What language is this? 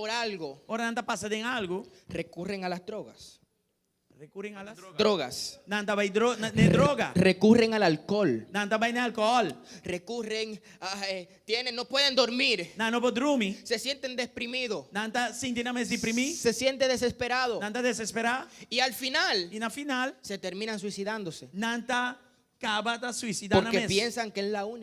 Papiamento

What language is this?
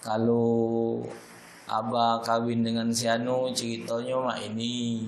Musi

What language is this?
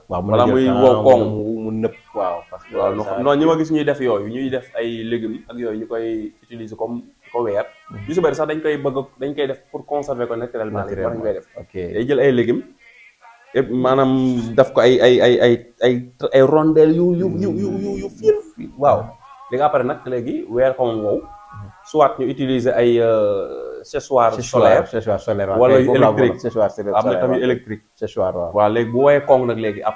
Wolof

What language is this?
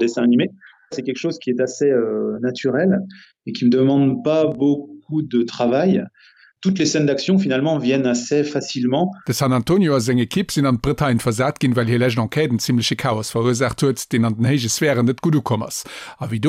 Luxembourgish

